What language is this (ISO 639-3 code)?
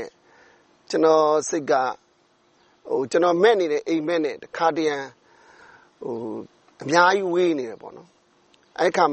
mya